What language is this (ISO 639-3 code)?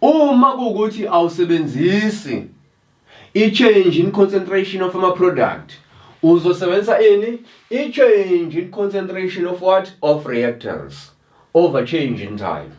zul